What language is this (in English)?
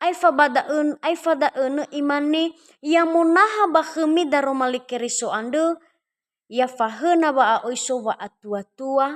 Nias